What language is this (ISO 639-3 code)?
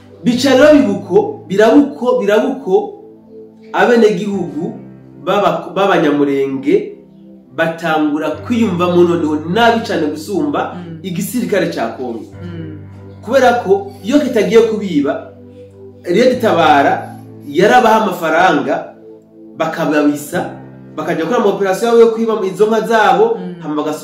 run